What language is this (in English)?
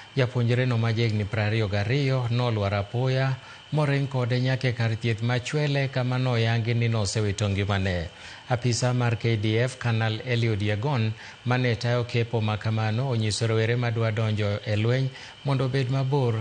Luo (Kenya and Tanzania)